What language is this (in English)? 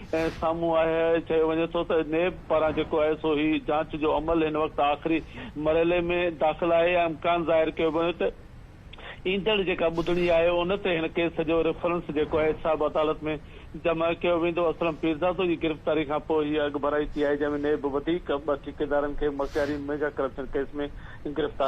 Sindhi